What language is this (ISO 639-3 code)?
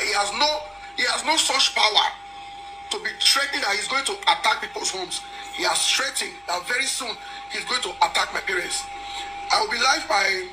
pcm